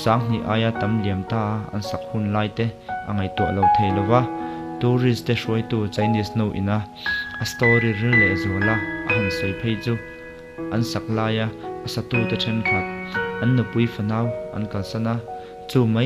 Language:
Mizo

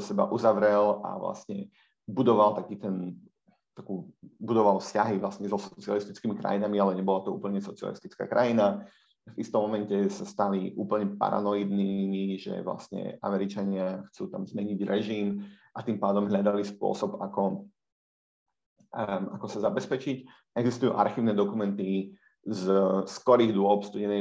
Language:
Slovak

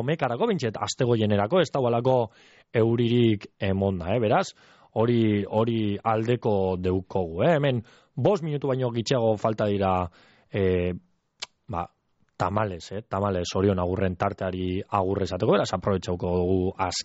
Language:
Basque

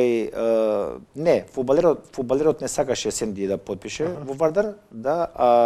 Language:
Macedonian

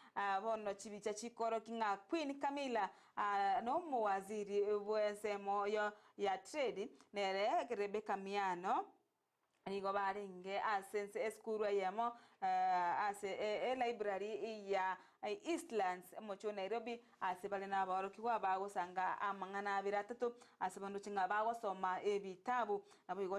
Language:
Gusii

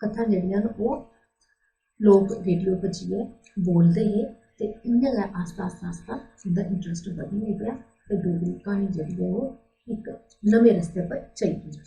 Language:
Dogri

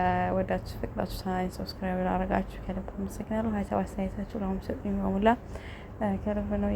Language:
Amharic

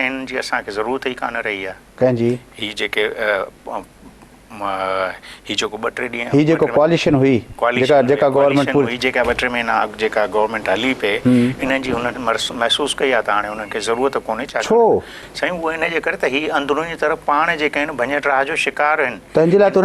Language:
Sindhi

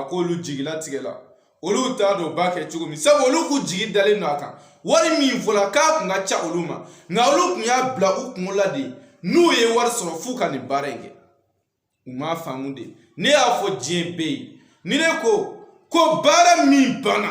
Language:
Bambara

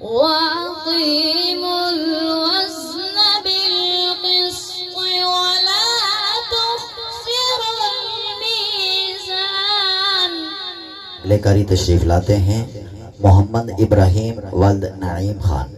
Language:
Pahari-Potwari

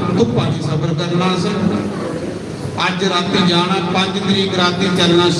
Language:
Dogri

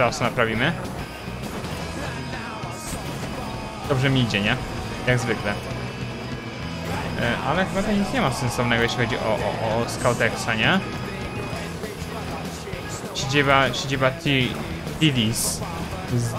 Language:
Polish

